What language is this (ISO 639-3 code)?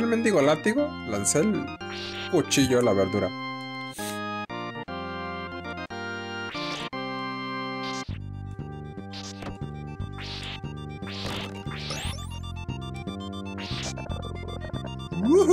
spa